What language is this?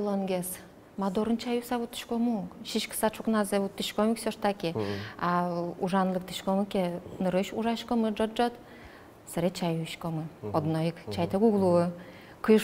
Udmurt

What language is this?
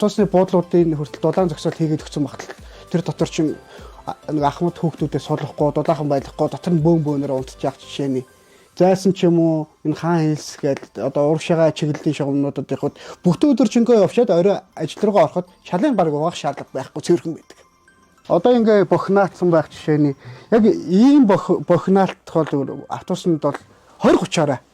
Mongolian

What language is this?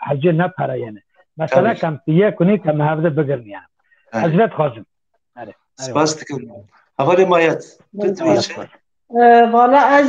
Kurdish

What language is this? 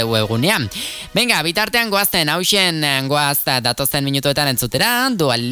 Basque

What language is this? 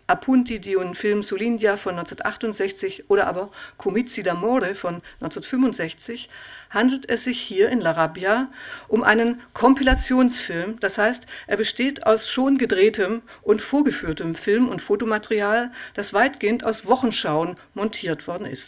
German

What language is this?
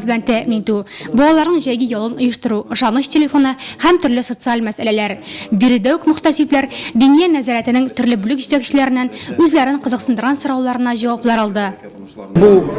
Tatar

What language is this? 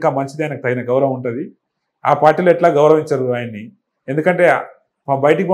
Telugu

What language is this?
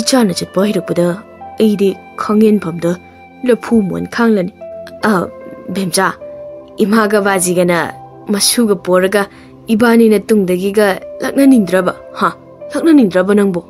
Manipuri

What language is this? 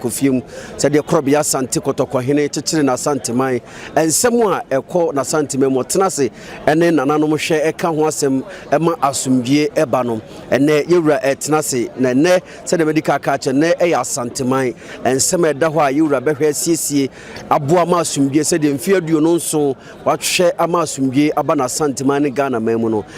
Akan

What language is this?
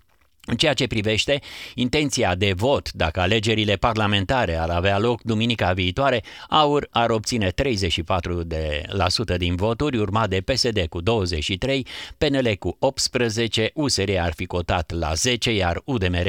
Romanian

